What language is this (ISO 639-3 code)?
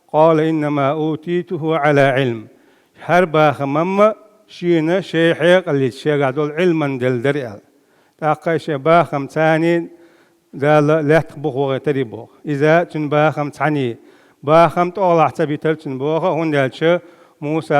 che